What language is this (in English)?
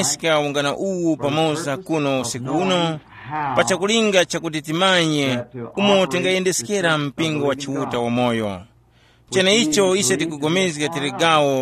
Tumbuka